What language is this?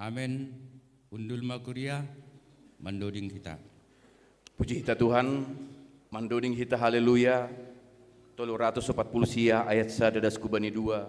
Batak Simalungun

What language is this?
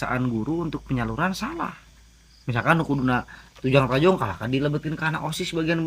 Sundanese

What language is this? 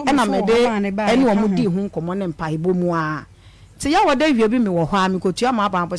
Akan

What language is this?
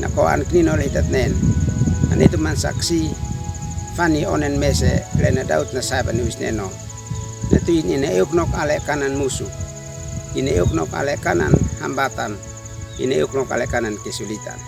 Uab Meto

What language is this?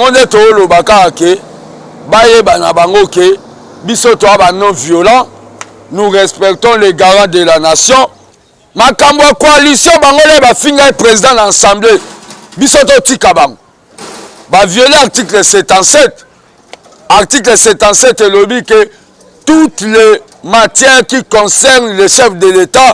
Lingala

